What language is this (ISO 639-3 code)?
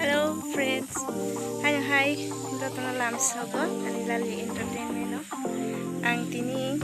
trp